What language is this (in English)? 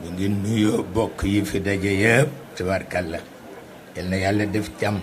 Wolof